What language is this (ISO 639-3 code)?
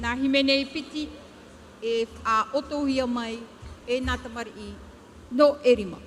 tah